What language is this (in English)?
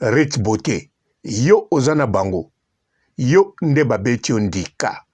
Lingala